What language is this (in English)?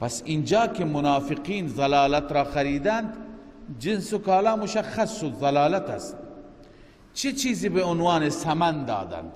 Persian